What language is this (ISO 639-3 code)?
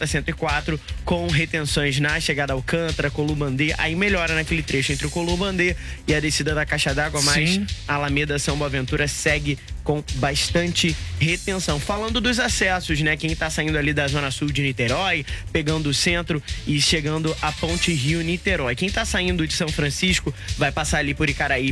por